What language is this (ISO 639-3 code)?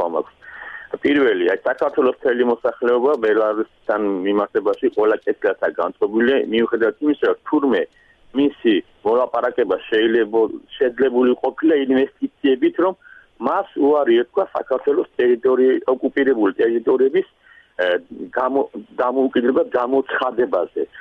kat